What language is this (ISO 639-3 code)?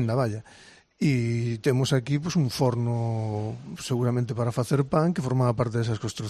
glg